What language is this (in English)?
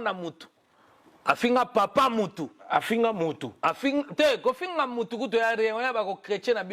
Lingala